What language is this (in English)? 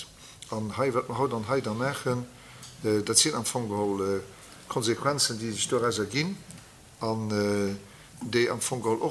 Luxembourgish